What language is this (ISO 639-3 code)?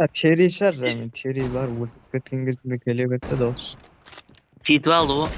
kaa